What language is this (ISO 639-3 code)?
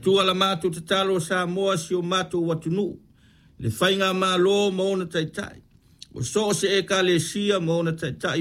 smo